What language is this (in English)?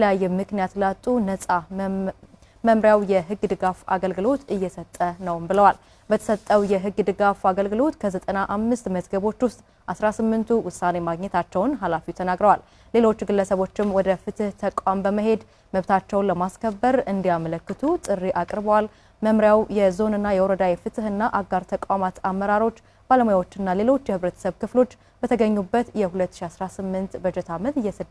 Amharic